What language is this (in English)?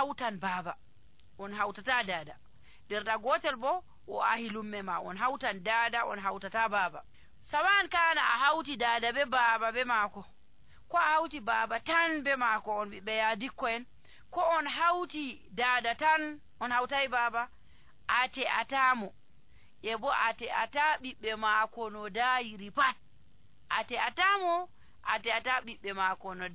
Nigerian Fulfulde